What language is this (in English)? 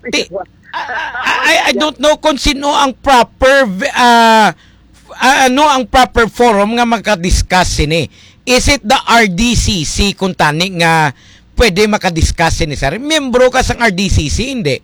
Hiligaynon